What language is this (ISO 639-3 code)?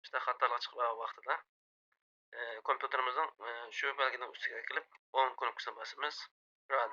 uig